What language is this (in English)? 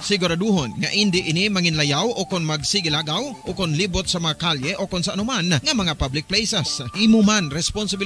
Hiligaynon